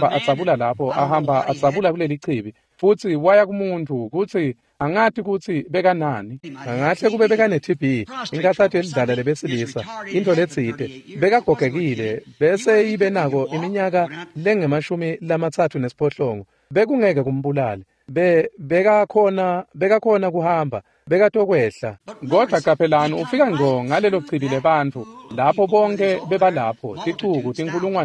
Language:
Swati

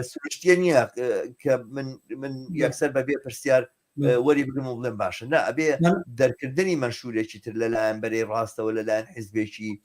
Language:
Central Kurdish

